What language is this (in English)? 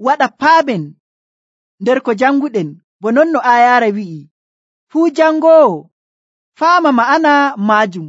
Nigerian Fulfulde